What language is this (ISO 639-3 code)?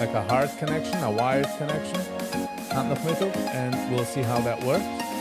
yid